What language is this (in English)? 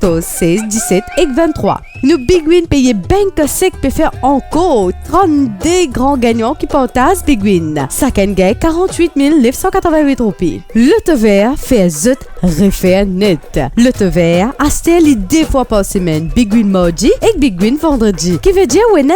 Morisyen